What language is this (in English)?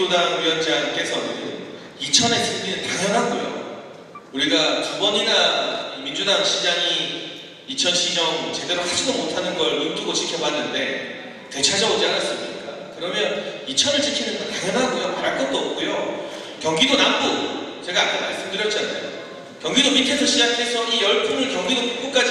Korean